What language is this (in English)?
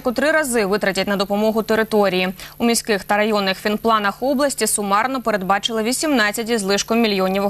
Ukrainian